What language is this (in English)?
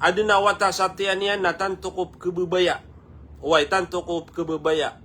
Maranao